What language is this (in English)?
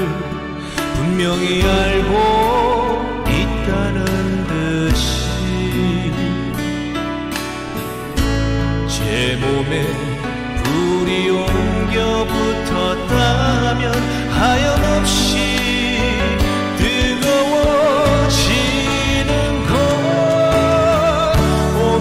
Korean